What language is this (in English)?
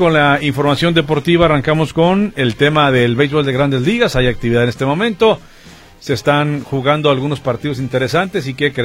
Spanish